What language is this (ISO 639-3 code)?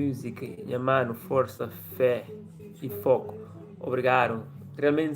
kea